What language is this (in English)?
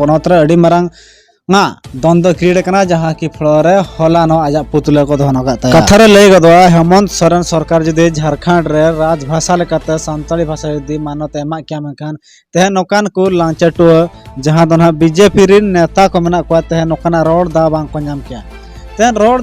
Santali